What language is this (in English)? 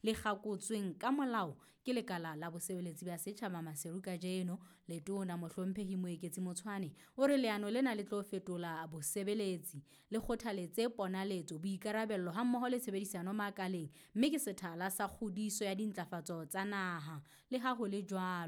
Southern Sotho